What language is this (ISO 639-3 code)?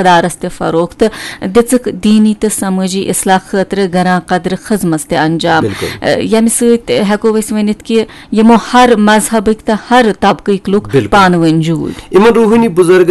kas